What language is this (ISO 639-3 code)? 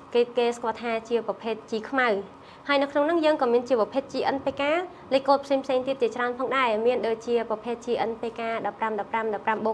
khm